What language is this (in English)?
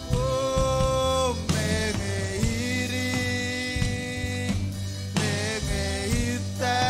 Marshallese